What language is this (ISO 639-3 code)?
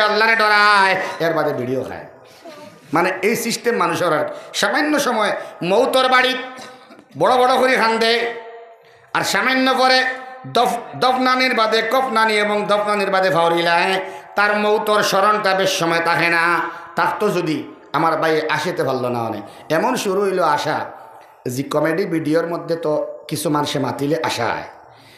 syl